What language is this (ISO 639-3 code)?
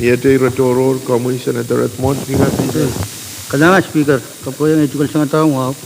pon